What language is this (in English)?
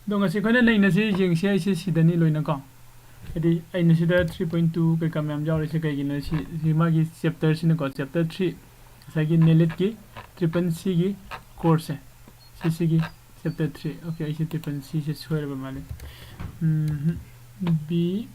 Manipuri